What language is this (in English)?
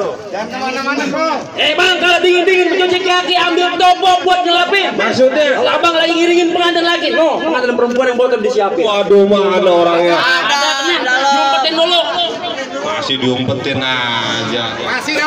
Betawi